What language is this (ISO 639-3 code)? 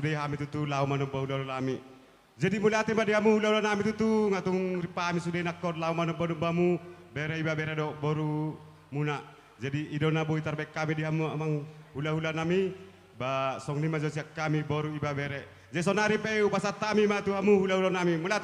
bbc